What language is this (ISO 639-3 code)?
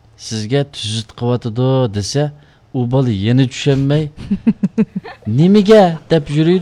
uig